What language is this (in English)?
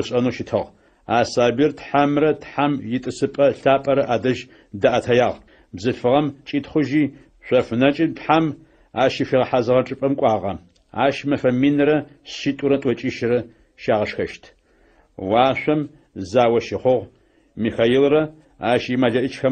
Adyghe